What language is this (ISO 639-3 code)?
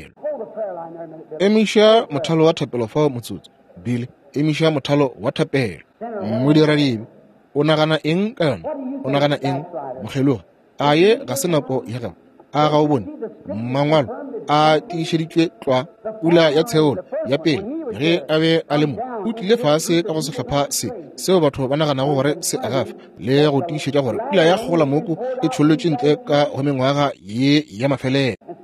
nso